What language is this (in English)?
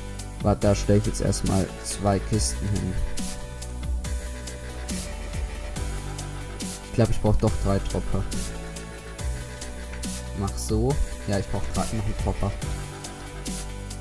German